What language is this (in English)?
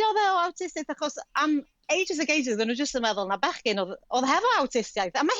Welsh